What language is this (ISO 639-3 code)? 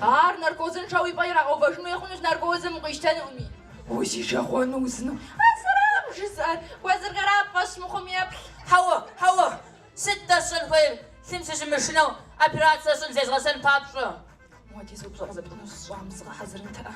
kbd